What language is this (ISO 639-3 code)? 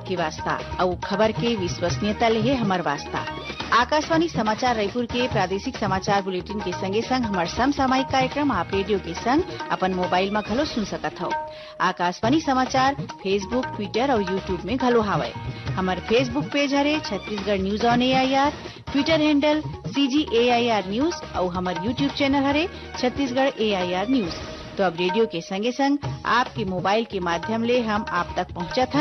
hne